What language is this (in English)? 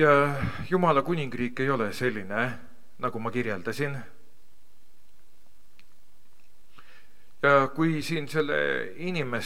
Estonian